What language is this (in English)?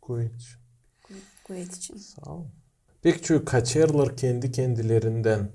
Gagauz